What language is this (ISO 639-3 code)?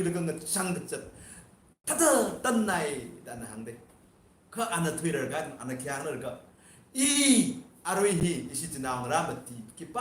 nmf